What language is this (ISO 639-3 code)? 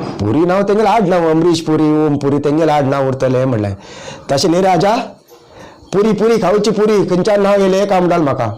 kok